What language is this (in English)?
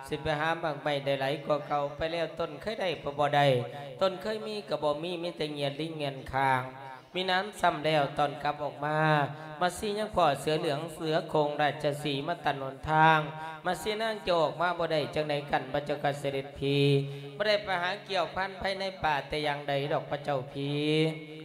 Lao